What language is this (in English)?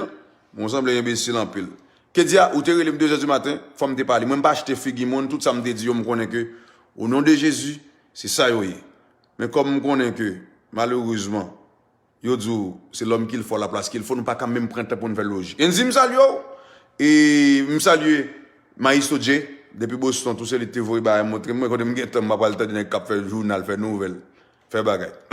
Haitian Creole